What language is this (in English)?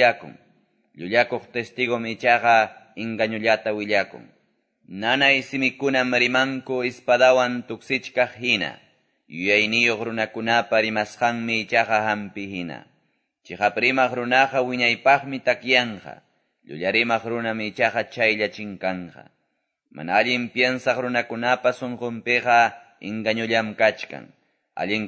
Quechua